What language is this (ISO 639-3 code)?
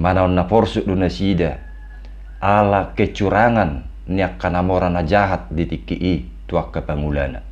bbc